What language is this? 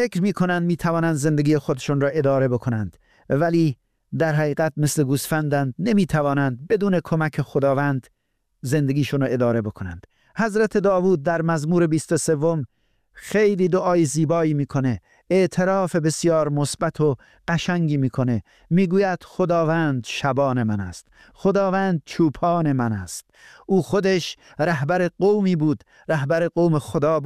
Persian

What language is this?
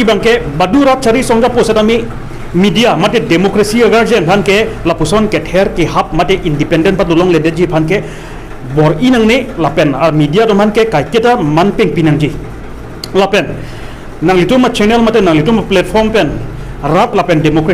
Karbi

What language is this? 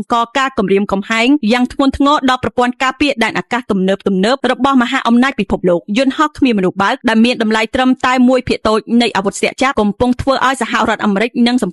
Khmer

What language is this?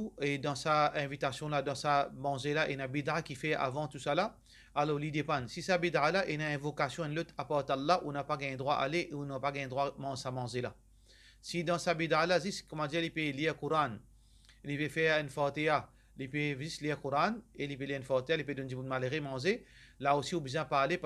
Morisyen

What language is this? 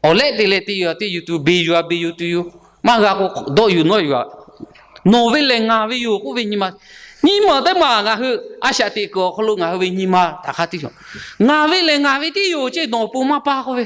Lahu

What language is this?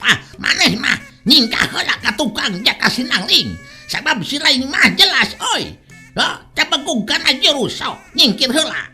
Sundanese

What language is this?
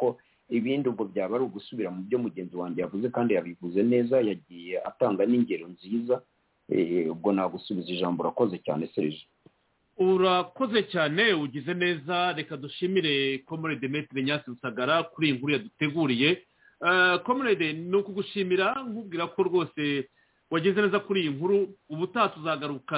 Kinyarwanda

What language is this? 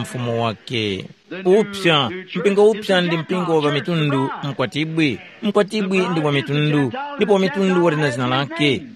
Tumbuka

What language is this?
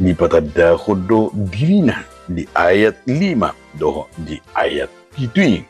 Batak Toba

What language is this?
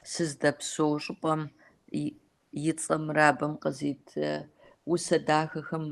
Kabardian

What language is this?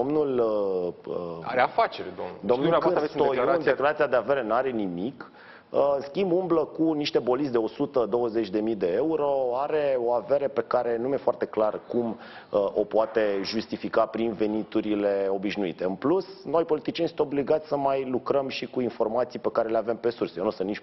Romanian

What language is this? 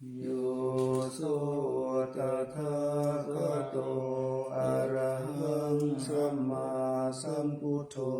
Pali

